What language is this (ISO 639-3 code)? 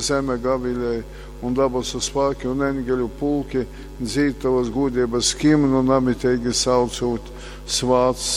ltg